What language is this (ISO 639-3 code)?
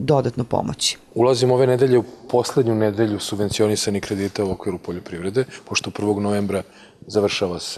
srp